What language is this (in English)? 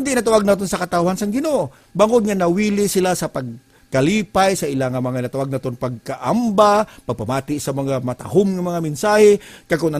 Hiligaynon